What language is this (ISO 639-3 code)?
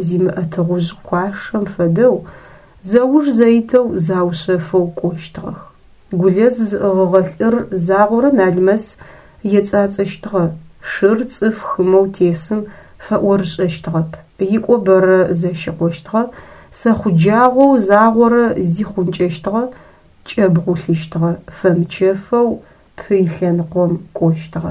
ady